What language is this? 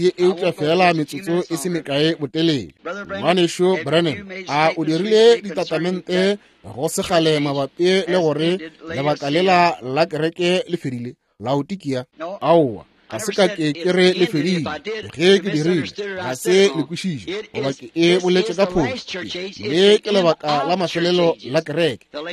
Northern Sotho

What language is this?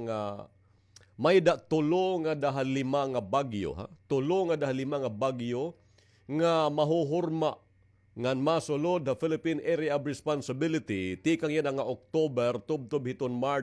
Waray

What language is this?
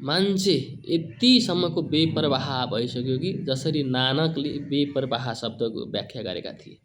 Nepali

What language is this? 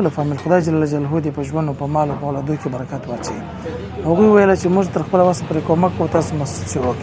Pashto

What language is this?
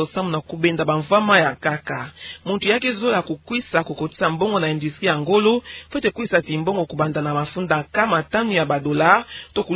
Kituba (Democratic Republic of Congo)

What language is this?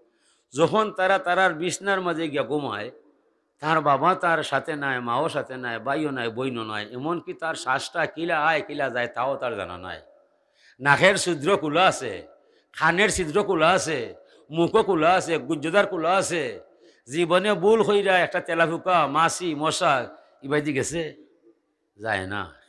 Sylheti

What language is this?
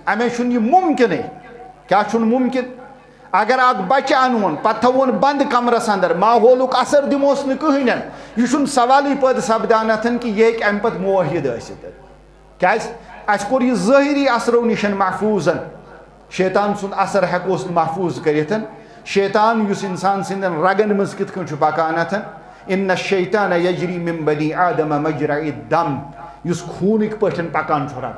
Kashmiri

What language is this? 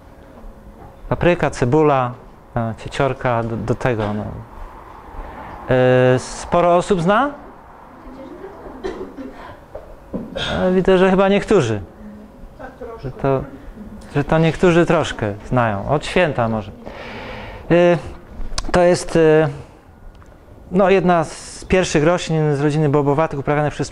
Polish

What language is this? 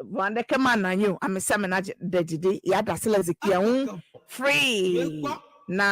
Ewe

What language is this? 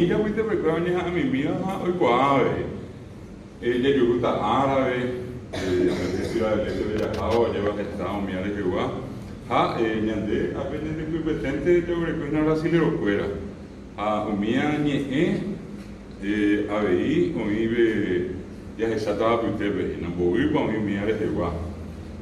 Guarani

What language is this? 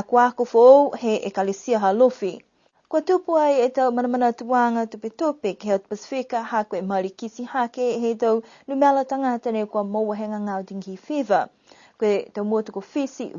Niuean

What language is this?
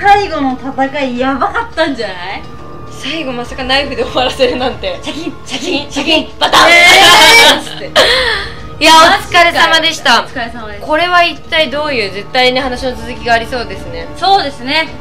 Japanese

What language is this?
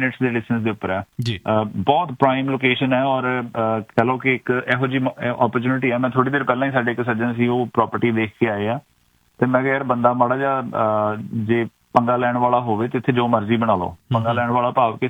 Punjabi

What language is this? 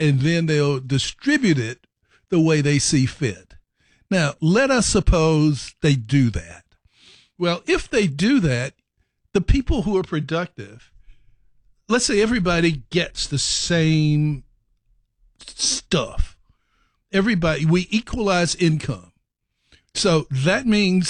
English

